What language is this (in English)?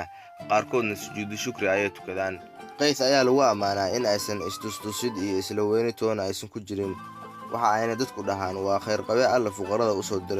Somali